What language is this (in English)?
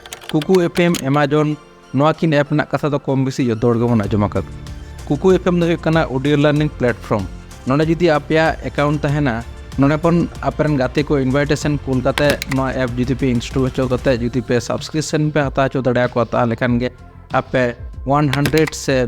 Santali